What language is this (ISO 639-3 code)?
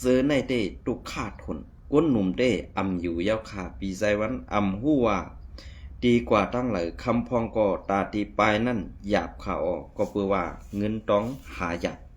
shn